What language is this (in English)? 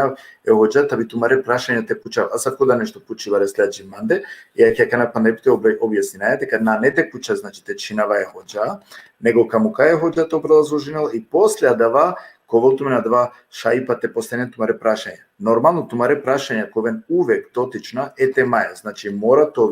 Balkan Romani